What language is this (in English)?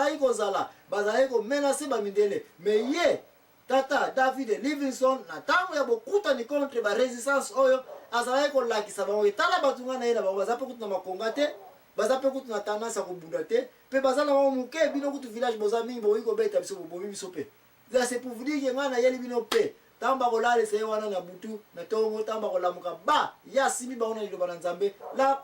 Lingala